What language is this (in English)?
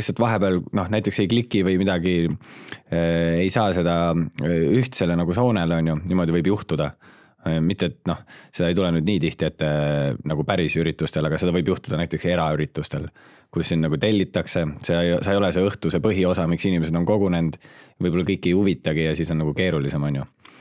Estonian